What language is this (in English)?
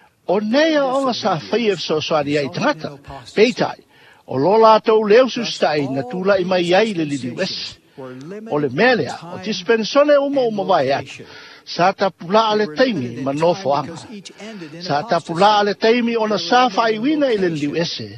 Samoan